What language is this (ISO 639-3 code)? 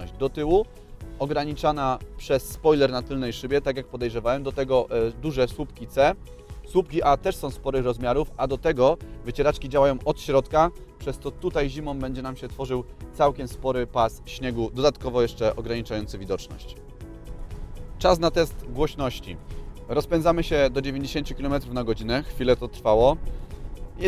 pol